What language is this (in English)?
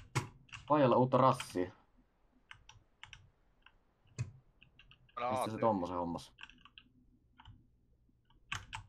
Finnish